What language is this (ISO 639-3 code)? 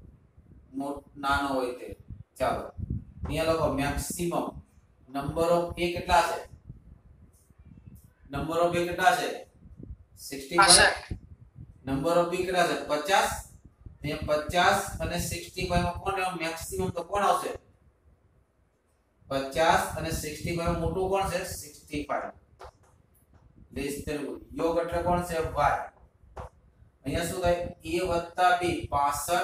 guj